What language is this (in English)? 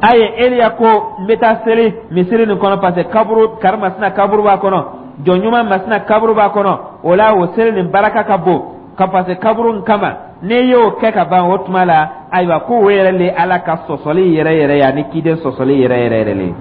Dyula